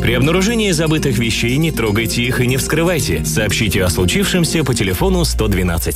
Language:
Russian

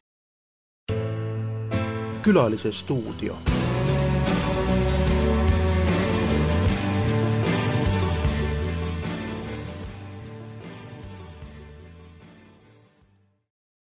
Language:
Estonian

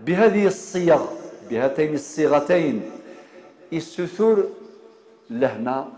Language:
Kabyle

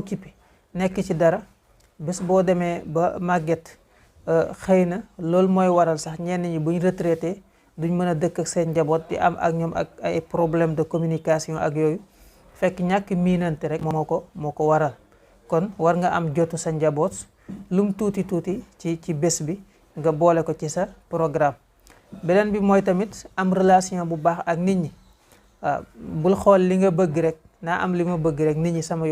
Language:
Wolof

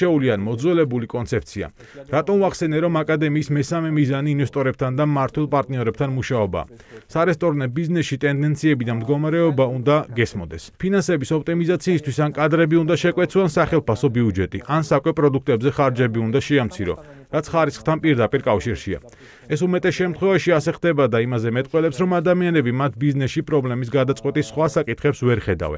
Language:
Georgian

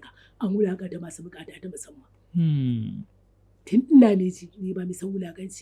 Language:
Hausa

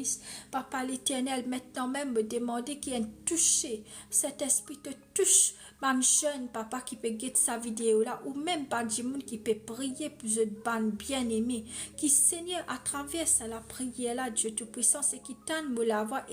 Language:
Morisyen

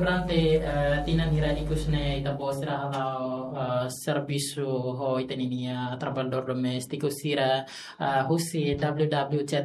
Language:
Tetum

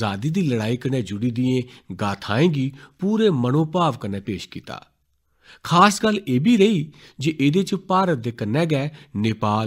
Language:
Dogri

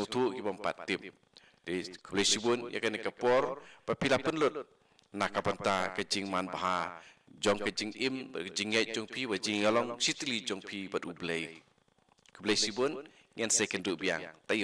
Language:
Khasi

